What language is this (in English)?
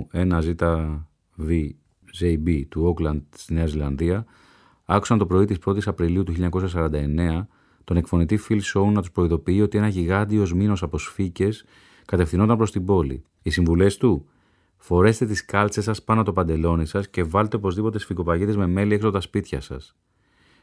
Greek